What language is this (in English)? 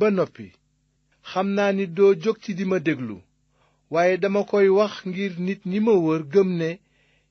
Wolof